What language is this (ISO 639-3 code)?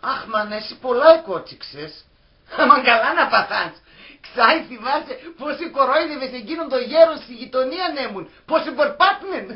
pnt